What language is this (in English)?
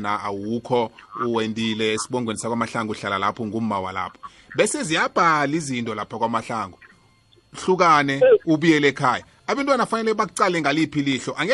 South Ndebele